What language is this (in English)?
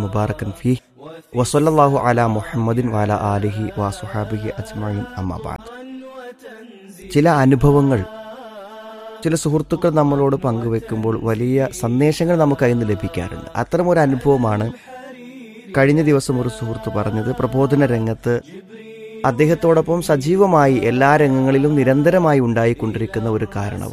Malayalam